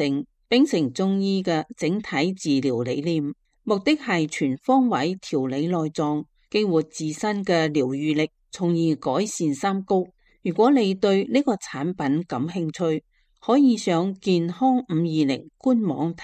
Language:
Cantonese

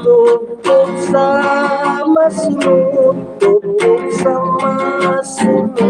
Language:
Hiligaynon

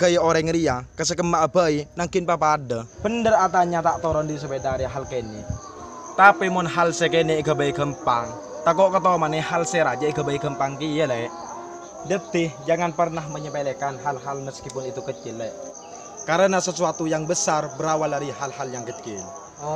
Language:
Madurese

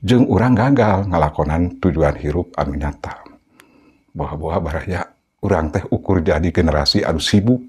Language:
Sundanese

